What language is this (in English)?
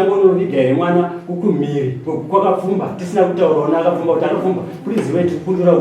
Shona